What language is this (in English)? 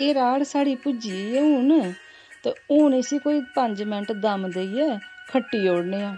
Dogri